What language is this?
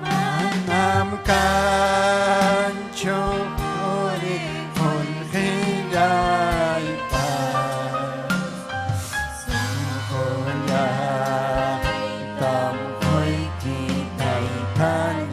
Ayacucho Quechua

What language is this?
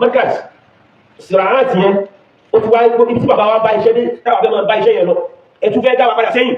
Yoruba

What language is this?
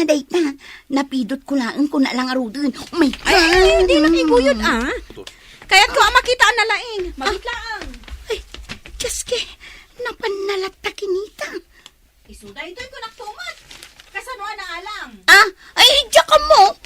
Iloko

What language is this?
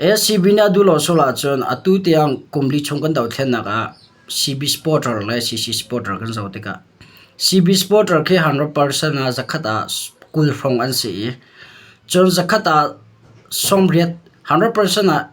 Hakha Chin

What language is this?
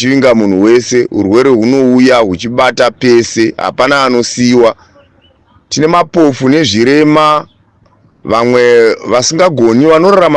Shona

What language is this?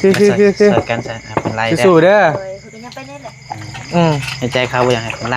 Northeastern Thai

